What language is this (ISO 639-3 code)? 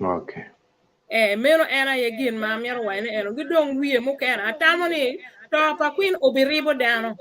ach